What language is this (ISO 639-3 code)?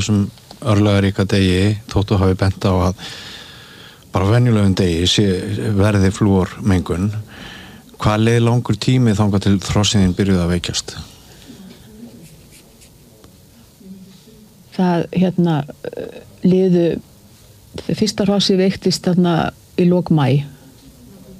isl